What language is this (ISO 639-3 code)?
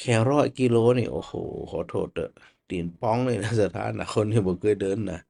nod